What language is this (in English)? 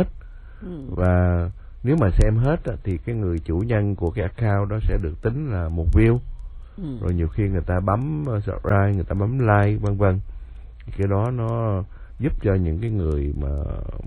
Vietnamese